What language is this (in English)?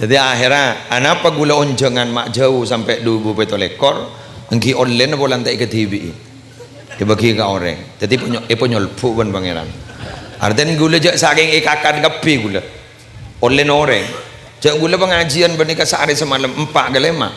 Madurese